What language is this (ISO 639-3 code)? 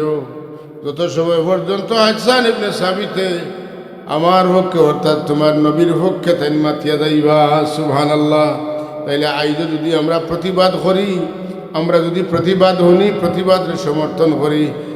syl